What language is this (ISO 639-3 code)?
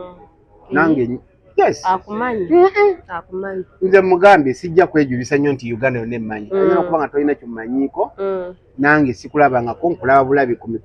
lug